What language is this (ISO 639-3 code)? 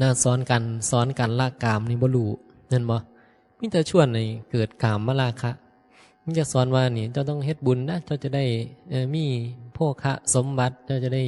tts